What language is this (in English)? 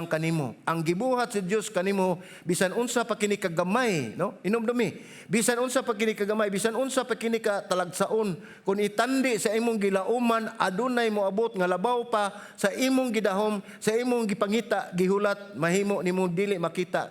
Cebuano